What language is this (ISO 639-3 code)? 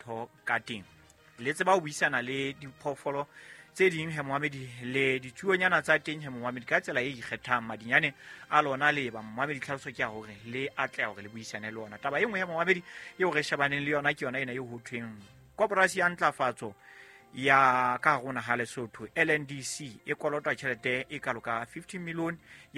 sot